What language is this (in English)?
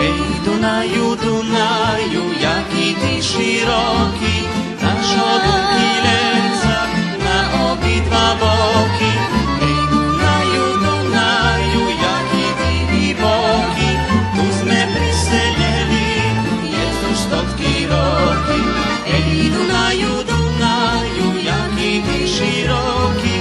Rusyn